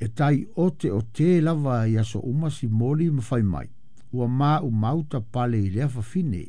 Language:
Samoan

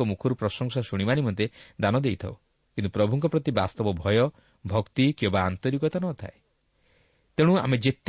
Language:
Odia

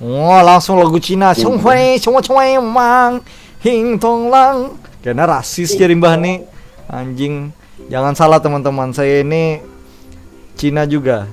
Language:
Banjar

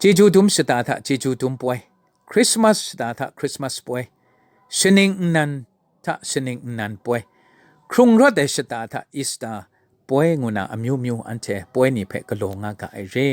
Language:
Kachin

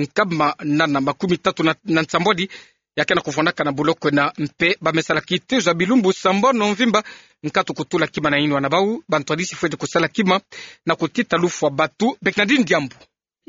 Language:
Kituba (Democratic Republic of Congo)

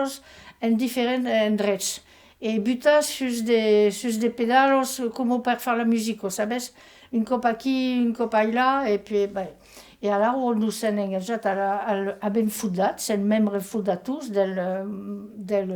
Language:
Occitan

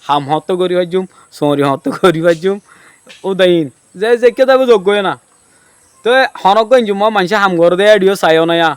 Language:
Rohingya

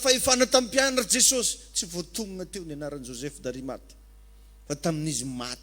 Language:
Malagasy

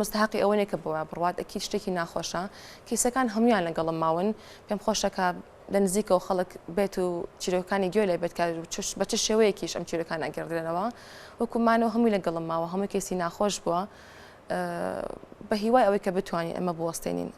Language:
Central Kurdish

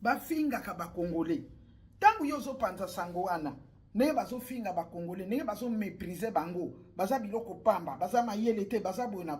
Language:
Lingala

